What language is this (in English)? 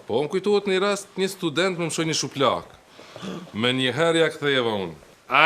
Albanian